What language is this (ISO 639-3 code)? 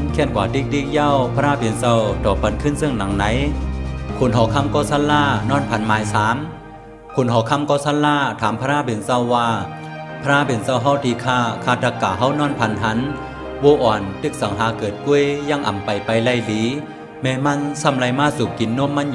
shn